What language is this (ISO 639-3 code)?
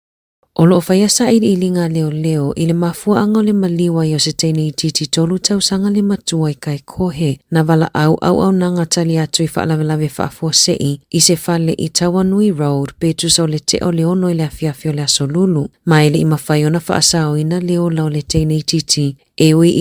smo